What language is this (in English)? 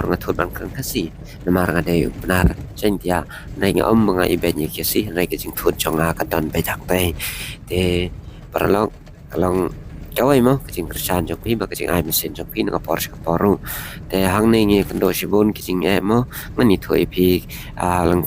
Khasi